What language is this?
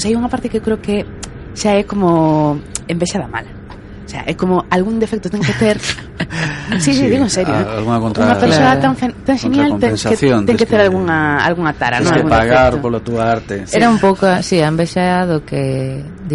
Galician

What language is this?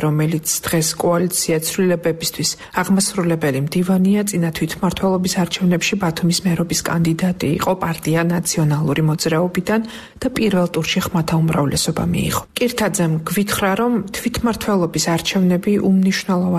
Georgian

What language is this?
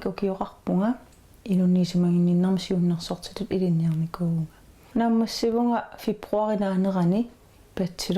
Kalaallisut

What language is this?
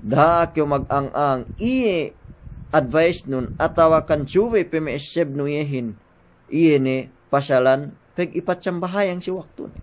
Yakan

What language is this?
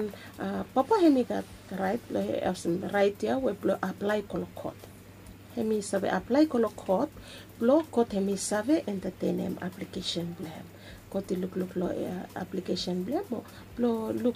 Bislama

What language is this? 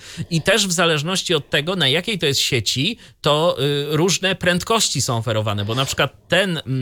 Polish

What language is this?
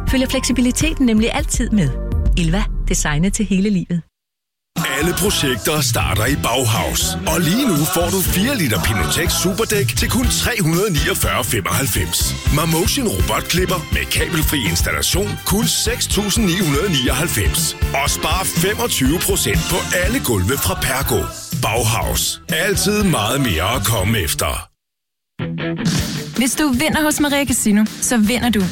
Danish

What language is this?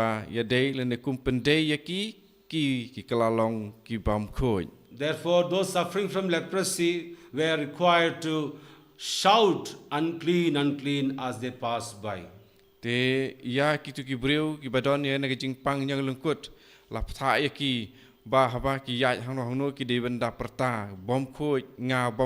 Khasi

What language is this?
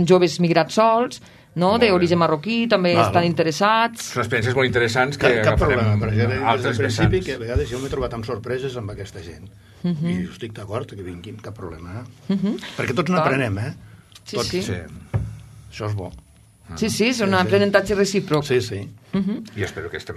Catalan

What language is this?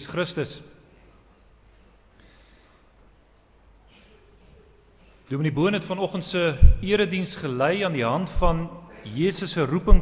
Afrikaans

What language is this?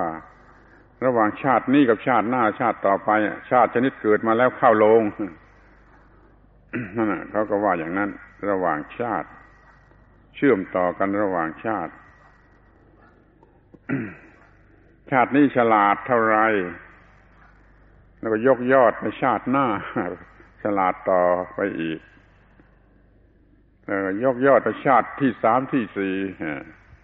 Thai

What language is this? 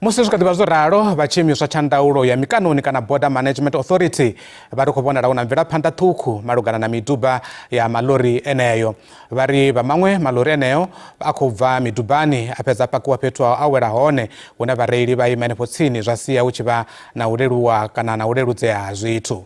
Venda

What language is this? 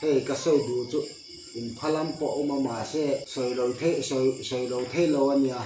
Hmar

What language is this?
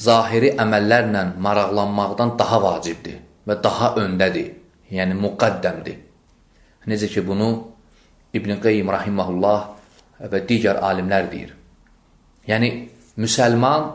Azerbaijani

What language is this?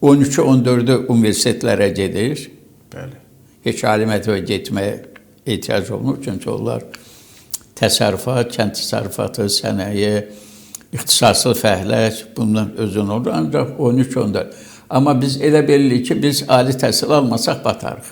Azerbaijani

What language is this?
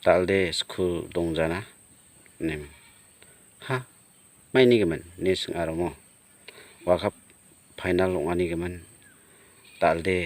Garo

